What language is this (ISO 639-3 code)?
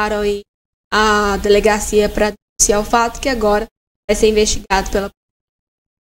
por